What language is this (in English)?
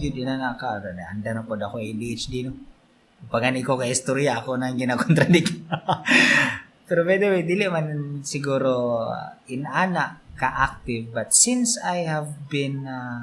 Cebuano